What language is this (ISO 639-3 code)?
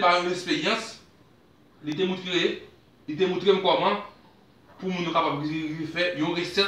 hat